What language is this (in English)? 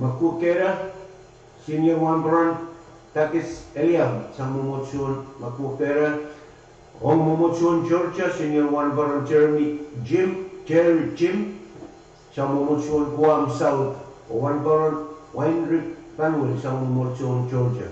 Pohnpeian